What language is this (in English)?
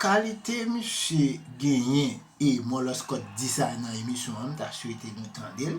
Haitian Creole